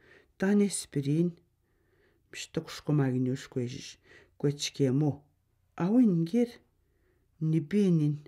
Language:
Atikamekw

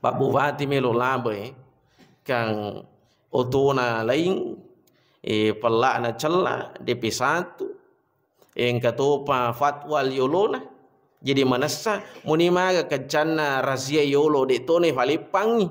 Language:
Buginese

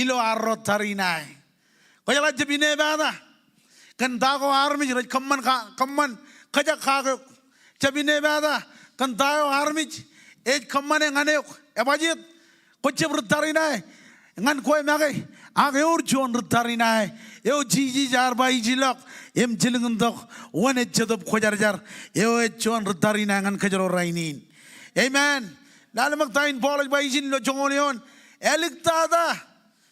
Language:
Marshallese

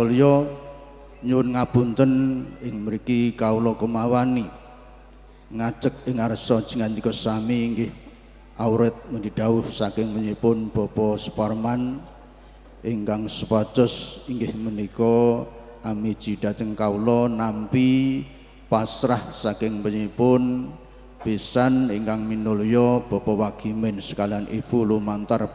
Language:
Javanese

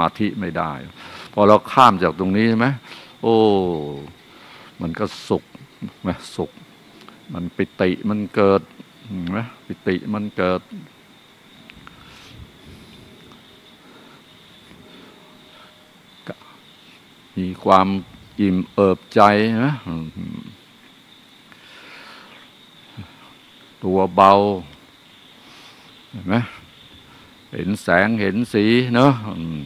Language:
Thai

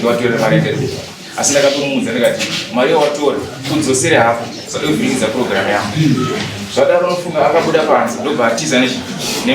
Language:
Shona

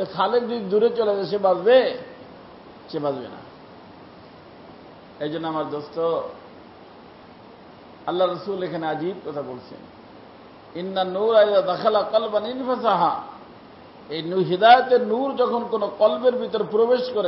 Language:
Bangla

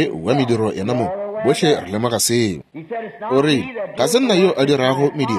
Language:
Northern Sotho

